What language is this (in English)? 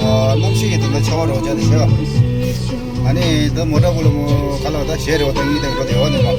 Tibetan